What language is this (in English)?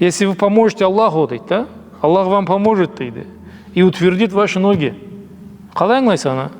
Karachay-Balkar